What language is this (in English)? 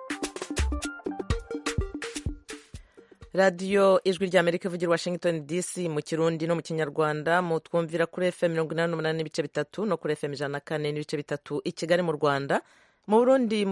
Kinyarwanda